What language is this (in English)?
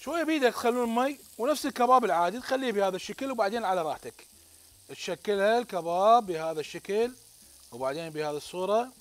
Mesopotamian Arabic